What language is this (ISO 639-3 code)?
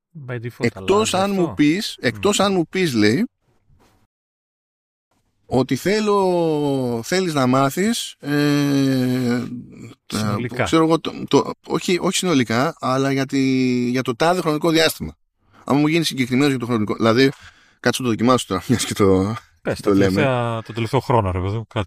ell